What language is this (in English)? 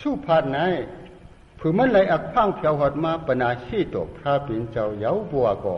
Shan